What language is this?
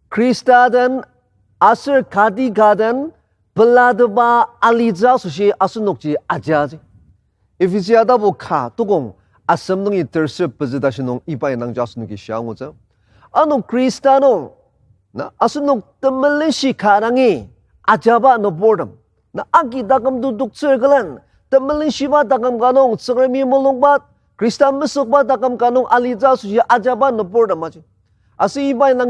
Ao Naga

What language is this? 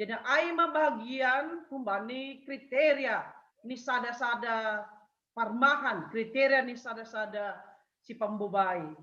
Batak Simalungun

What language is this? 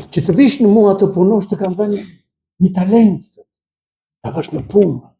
Albanian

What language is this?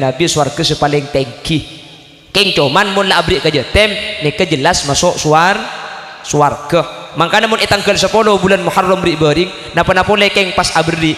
Madurese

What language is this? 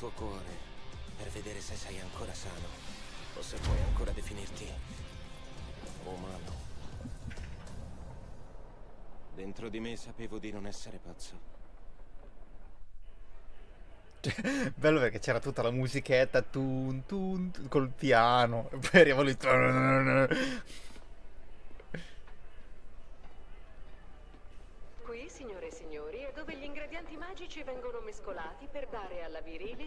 Italian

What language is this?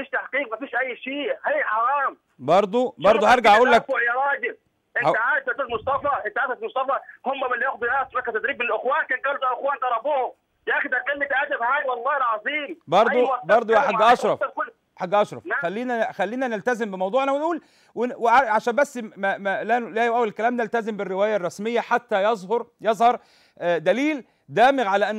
Egyptian Arabic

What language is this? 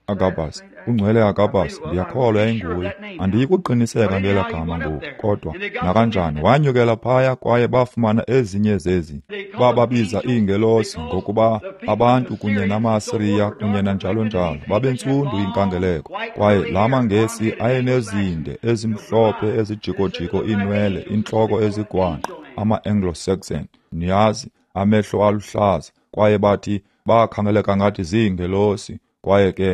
Xhosa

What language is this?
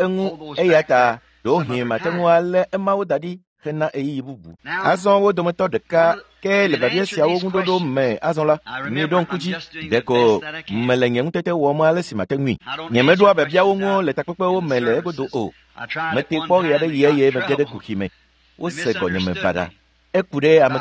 Ewe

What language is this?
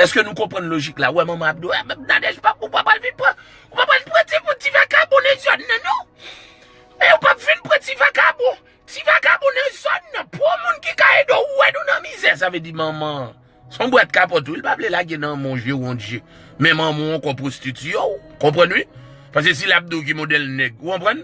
Haitian Creole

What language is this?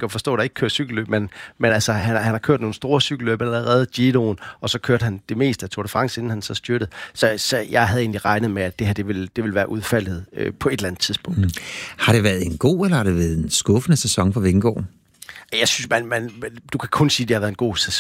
Danish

